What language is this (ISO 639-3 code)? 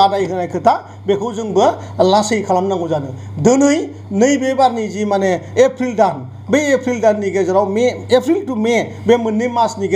brx